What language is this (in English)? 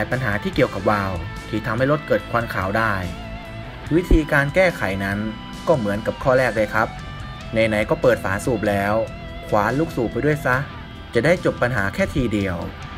Thai